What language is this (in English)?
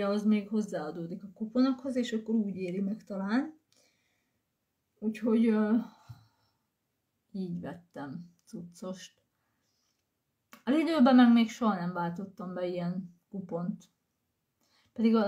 Hungarian